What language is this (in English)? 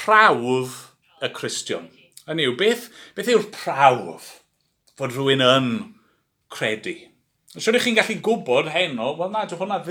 Welsh